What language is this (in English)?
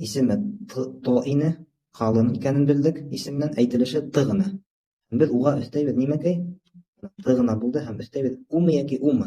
Bashkir